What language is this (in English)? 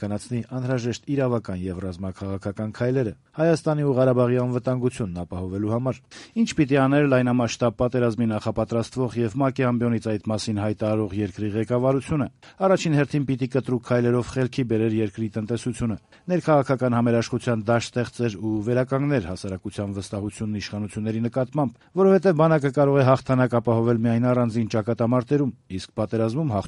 Armenian